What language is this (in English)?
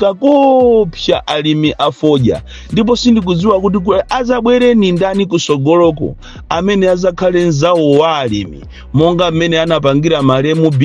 Nyanja